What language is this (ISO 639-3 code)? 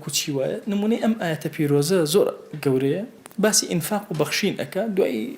ckb